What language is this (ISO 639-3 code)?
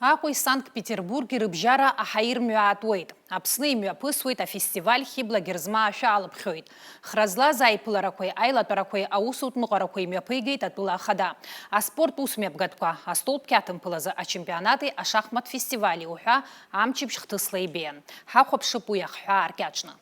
abk